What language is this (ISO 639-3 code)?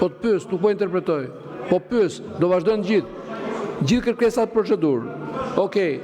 sqi